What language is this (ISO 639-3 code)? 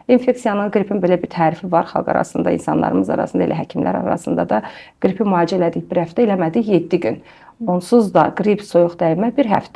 aze